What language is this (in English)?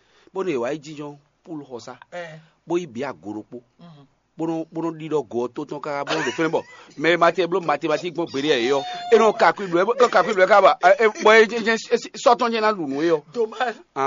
Fon